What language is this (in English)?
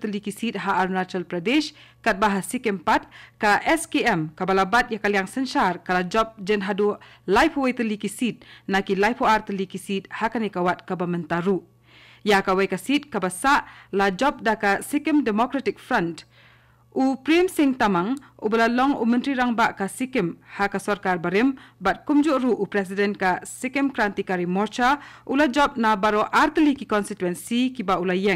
Khasi